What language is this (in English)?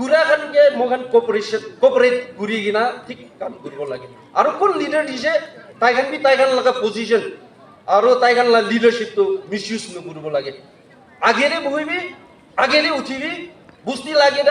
Naga Pidgin